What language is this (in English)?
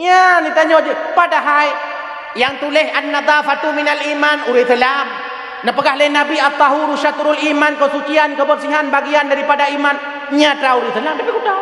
Achinese